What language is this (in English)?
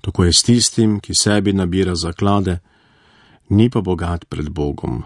Slovenian